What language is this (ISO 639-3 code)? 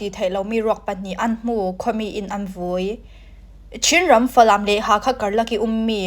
cfm